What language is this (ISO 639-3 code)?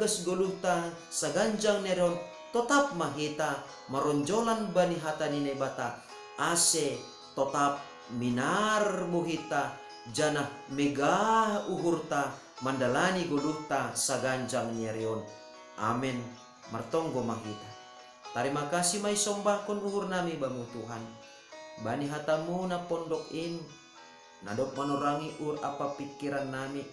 bts